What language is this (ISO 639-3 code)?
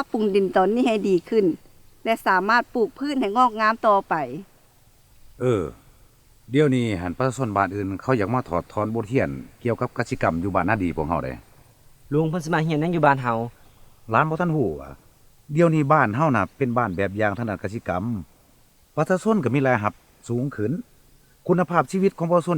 lao